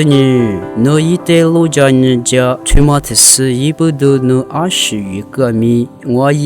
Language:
Lisu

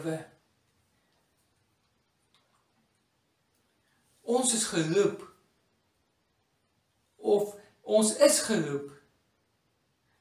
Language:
Afrikaans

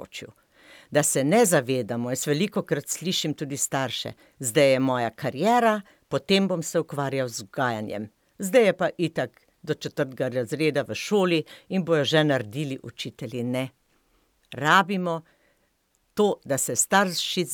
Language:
Slovenian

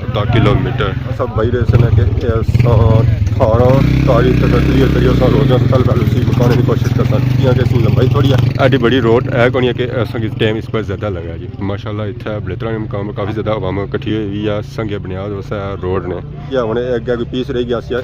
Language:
Pahari-Potwari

